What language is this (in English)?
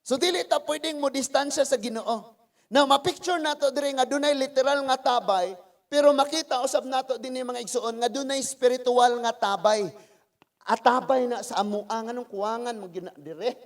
Cebuano